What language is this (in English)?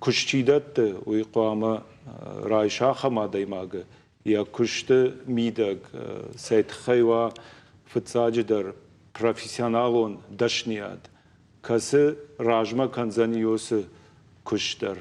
Ossetic